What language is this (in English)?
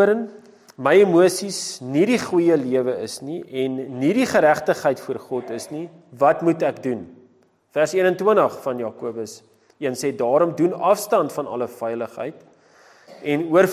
Afrikaans